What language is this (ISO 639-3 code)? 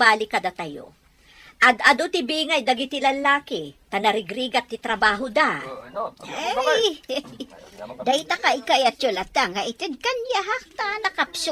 ilo